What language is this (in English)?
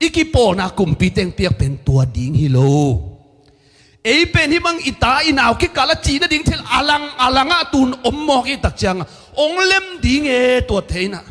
Tedim Chin